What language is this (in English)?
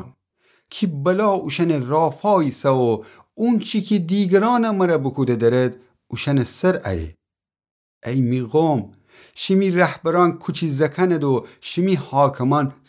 Gilaki